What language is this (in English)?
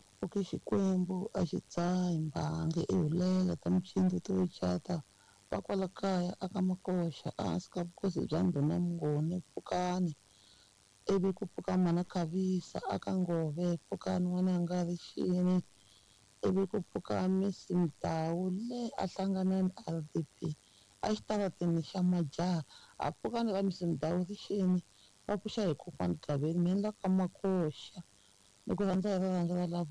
Tsonga